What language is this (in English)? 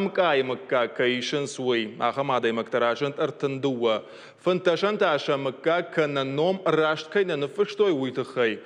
Ossetic